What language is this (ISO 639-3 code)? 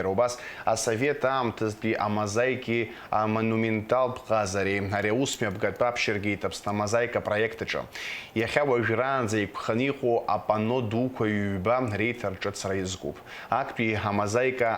abk